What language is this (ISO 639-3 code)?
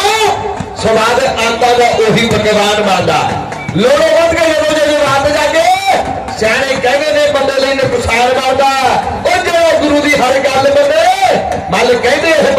doi